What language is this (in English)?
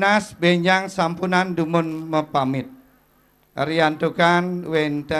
Balinese